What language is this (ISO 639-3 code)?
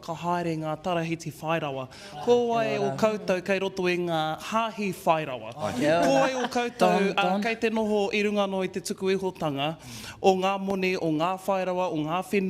mri